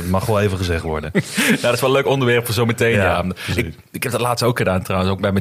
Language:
Dutch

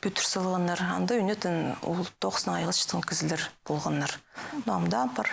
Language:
Khakas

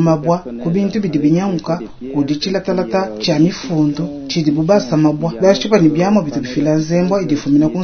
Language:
Luba-Lulua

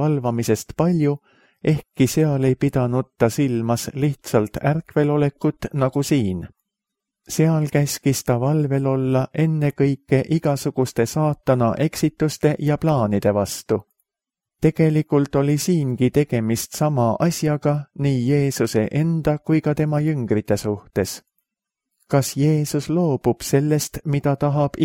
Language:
Estonian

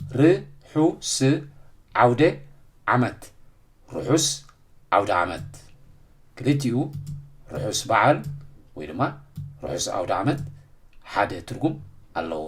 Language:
Tigrinya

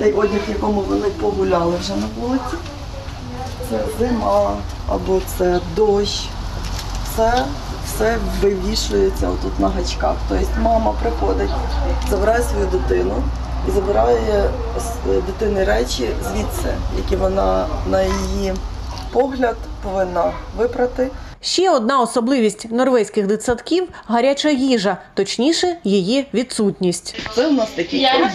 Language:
Ukrainian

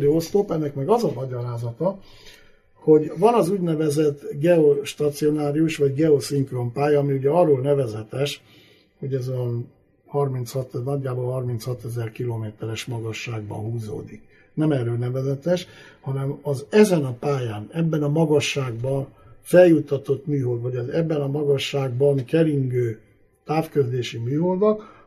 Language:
Hungarian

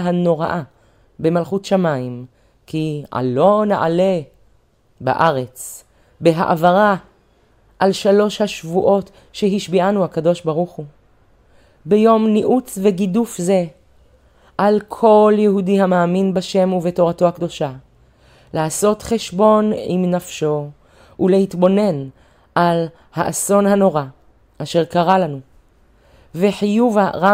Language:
Hebrew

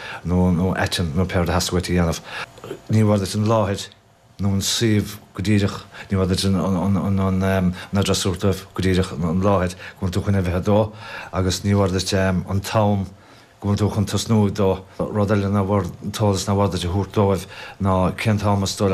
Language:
Irish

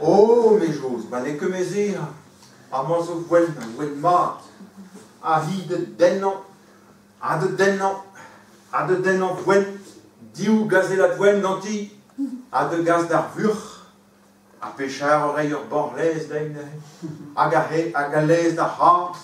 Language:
Breton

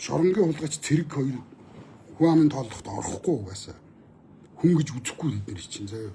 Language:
Mongolian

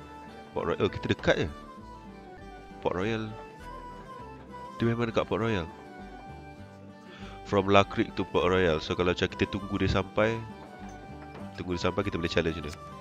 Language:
Malay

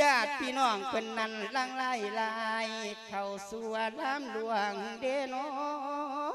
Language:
Lao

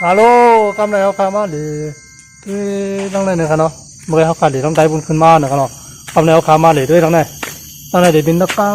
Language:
Shan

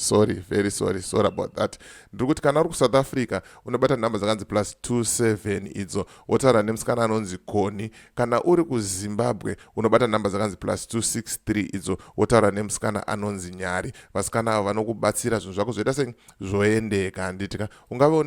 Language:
Shona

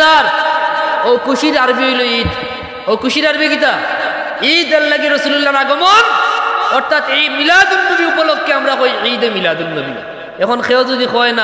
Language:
Sylheti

